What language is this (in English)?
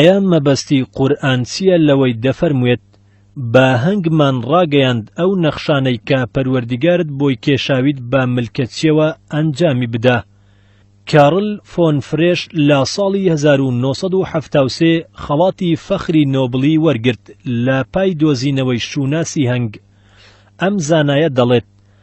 Central Kurdish